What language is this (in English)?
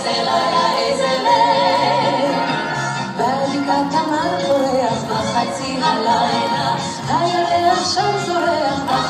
Hebrew